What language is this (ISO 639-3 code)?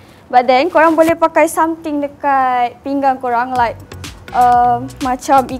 msa